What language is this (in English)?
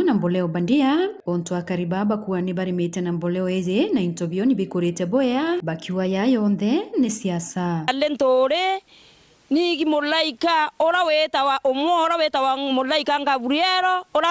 Meru